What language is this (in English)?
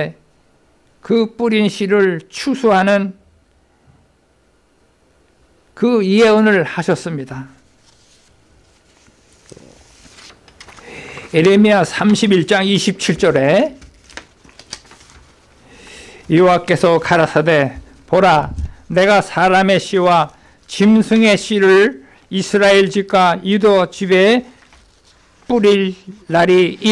Korean